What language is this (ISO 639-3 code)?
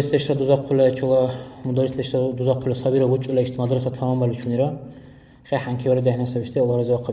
dar